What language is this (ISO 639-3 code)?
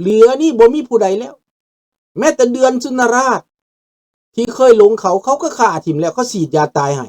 lao